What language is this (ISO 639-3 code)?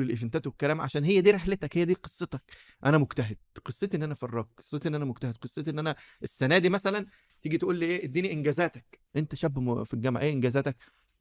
arz